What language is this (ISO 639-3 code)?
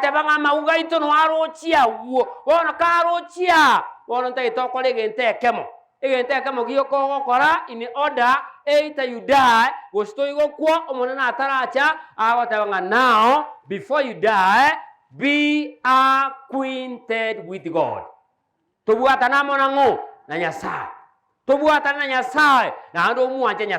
guz